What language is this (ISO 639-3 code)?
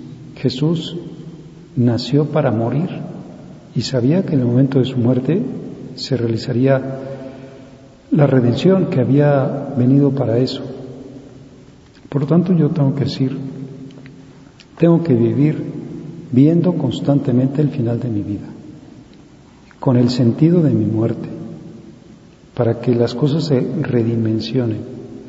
spa